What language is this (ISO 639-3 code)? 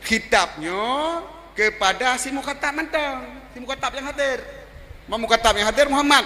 ace